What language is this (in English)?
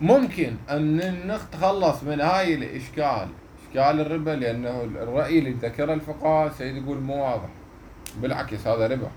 Mesopotamian Arabic